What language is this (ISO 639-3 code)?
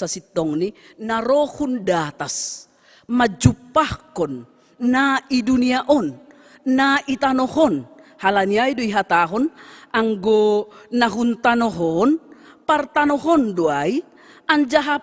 bts